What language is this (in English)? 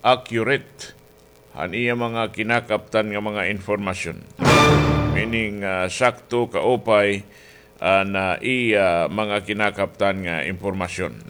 Waray